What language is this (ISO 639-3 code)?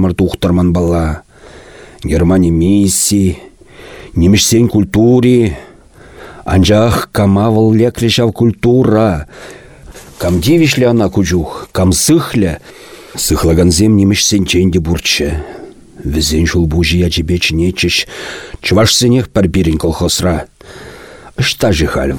chv